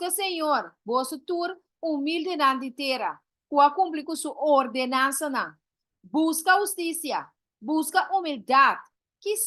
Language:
Papiamento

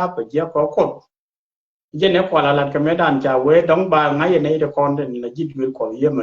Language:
Nuer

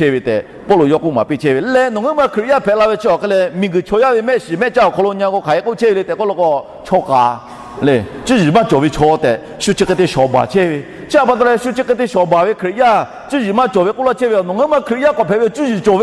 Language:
Lahu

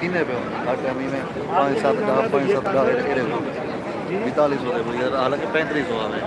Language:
Saraiki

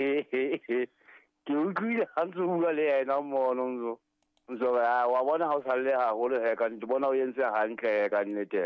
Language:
Southern Sotho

